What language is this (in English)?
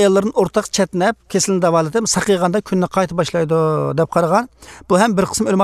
Uyghur